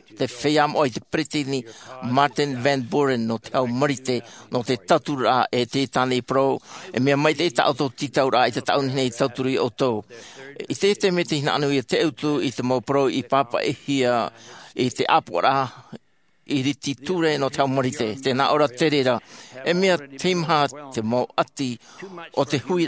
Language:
Tahitian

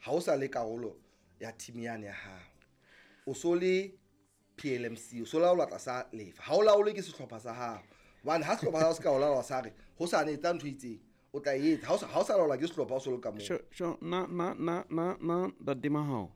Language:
Southern Sotho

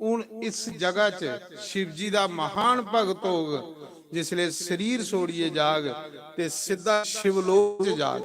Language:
Dogri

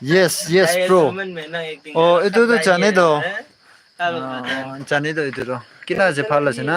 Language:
Naga Pidgin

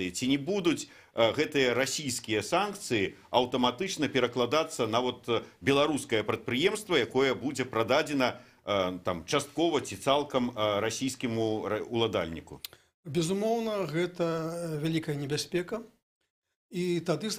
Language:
Belarusian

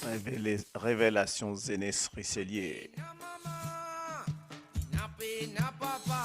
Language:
Morisyen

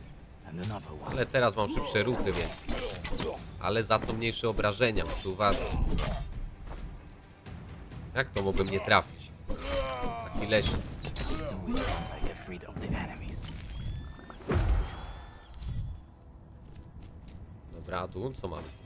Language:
Polish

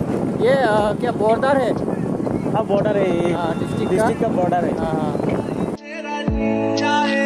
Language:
Hindi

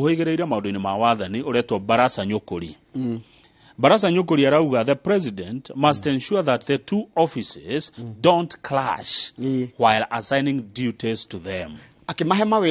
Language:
Kikuyu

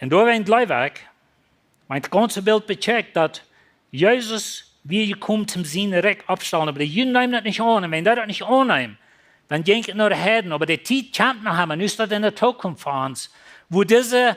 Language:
Plautdietsch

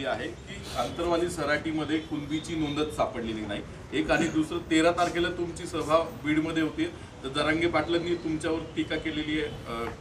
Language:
Marathi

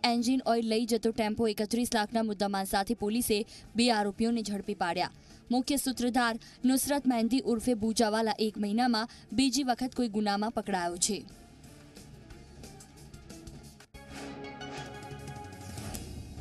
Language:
Gujarati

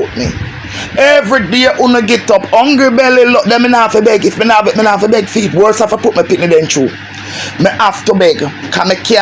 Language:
Jamaican Creole English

